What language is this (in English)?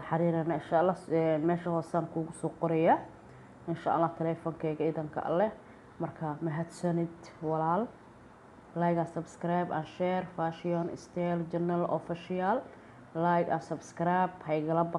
Somali